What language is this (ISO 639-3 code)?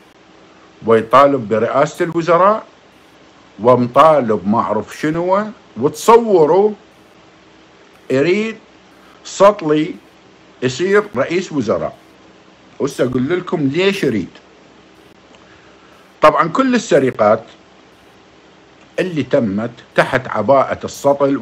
acm